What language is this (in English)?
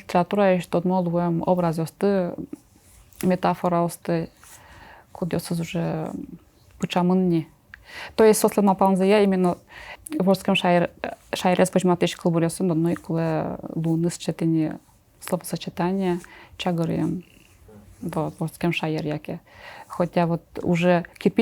Udmurt